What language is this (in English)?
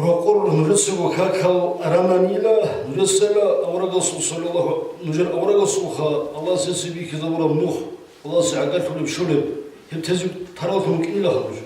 Avaric